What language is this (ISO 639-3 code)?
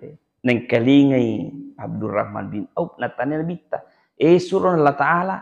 bug